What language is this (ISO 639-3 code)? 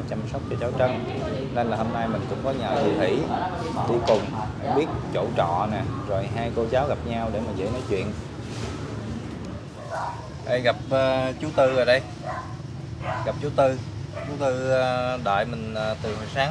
vie